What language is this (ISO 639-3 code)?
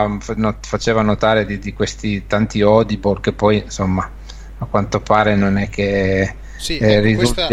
ita